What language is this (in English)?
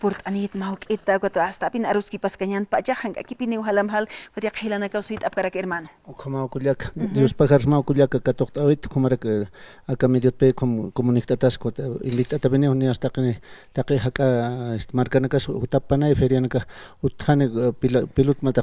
Aymara